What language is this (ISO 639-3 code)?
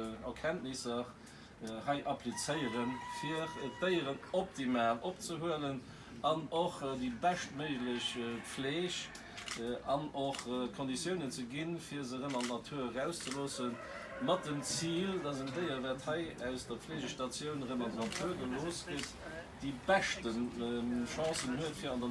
ltz